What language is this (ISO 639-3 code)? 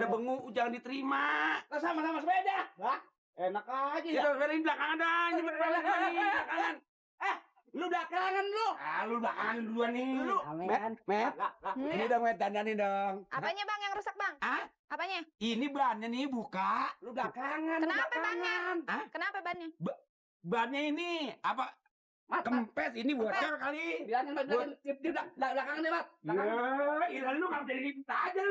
bew